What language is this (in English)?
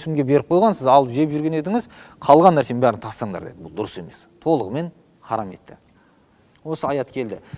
Kazakh